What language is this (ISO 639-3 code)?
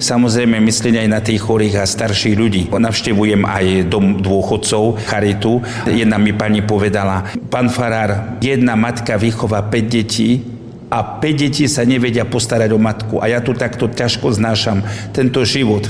slk